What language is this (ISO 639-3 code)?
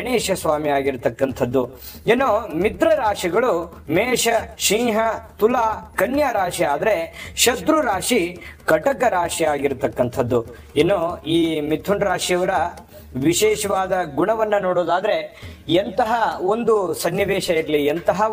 kan